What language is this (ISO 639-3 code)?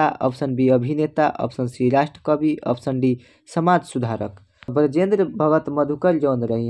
bho